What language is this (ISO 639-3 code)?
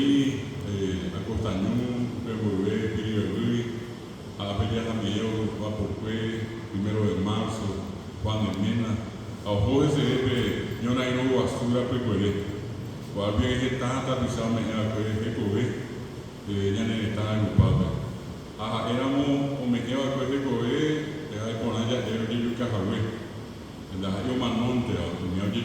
grn